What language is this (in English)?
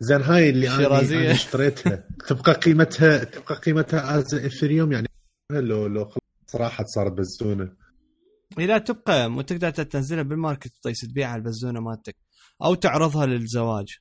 Mesopotamian Arabic